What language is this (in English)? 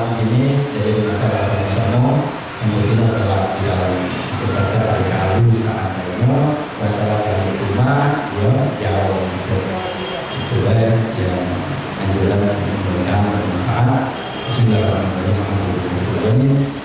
Musi